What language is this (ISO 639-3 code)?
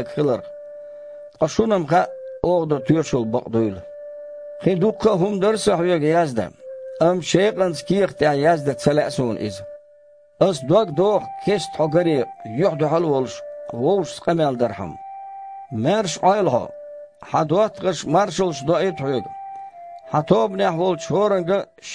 che